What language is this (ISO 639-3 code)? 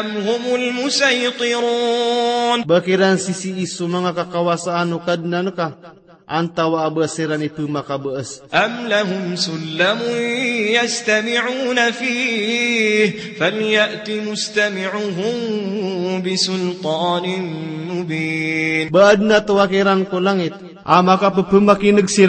mrw